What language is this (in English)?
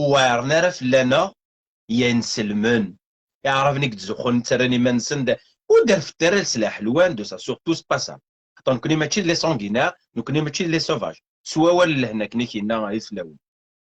Kabyle